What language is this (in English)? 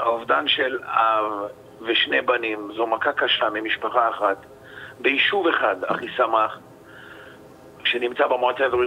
Hebrew